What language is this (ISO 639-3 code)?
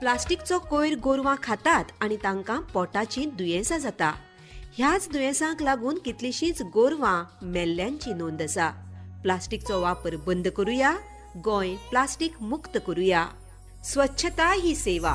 kok